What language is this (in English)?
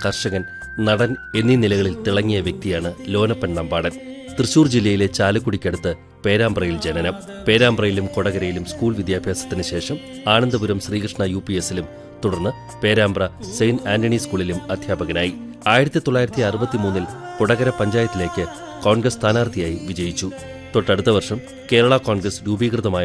Malayalam